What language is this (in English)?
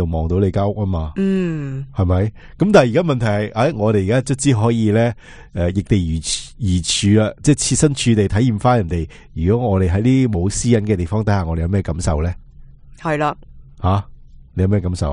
Cantonese